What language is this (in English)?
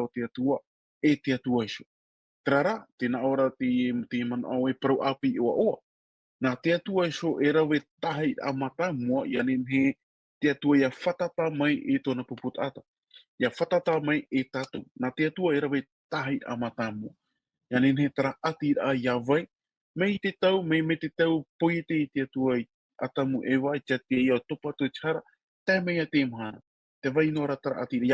Tahitian